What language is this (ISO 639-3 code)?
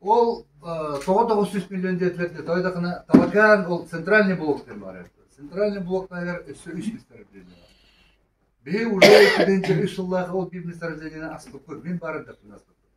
sah